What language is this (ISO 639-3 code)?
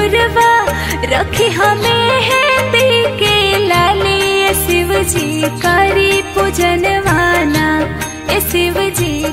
bho